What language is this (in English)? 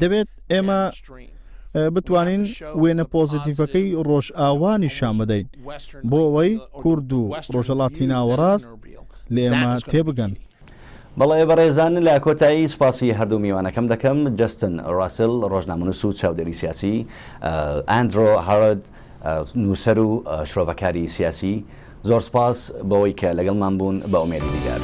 Central Kurdish